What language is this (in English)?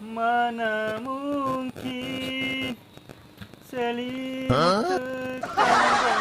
Bima